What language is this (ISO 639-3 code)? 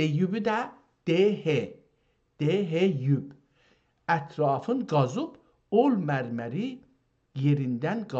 azb